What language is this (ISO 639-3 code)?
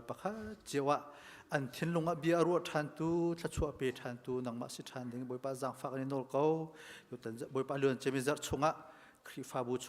cnh